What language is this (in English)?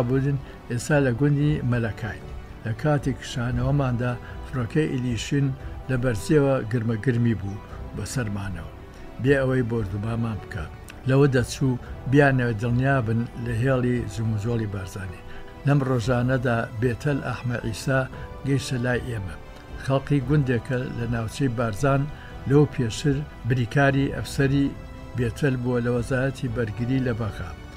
Central Kurdish